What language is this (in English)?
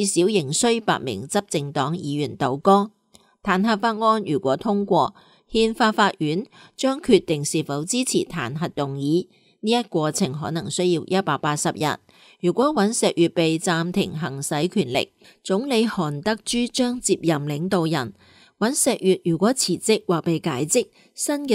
Cantonese